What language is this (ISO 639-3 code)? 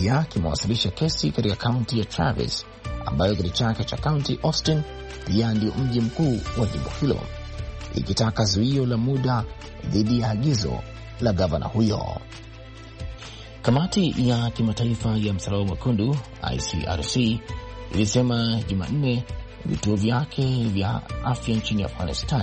swa